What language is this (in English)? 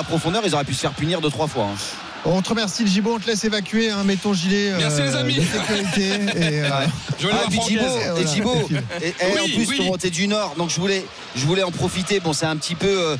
French